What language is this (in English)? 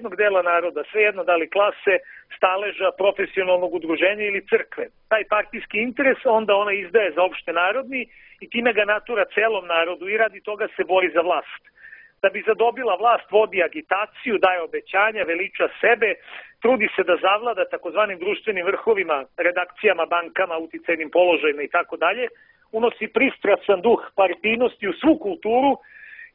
Serbian